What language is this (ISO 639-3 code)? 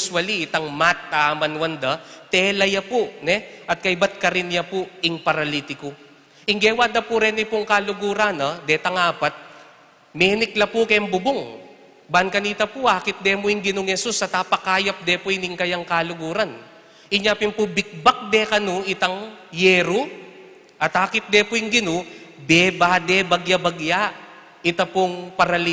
pam